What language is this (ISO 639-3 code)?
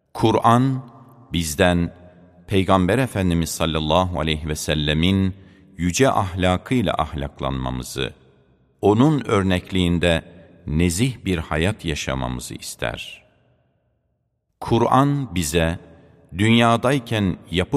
tur